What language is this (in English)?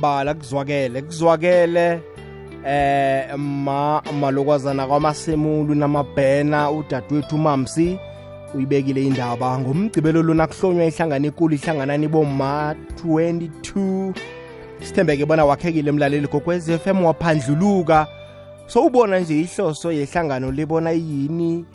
South Ndebele